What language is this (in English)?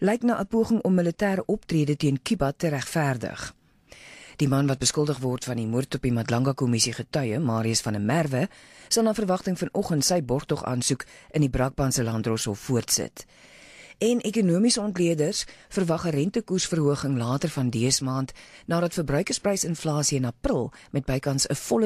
Afrikaans